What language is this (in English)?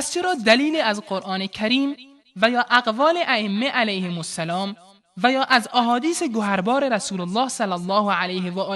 Persian